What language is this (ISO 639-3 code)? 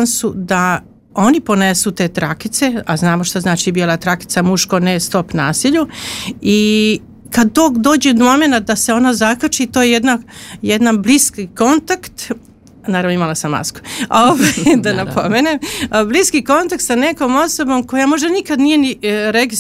srp